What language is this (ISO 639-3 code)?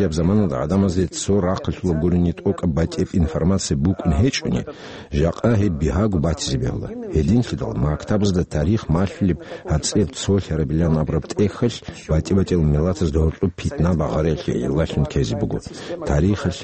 ava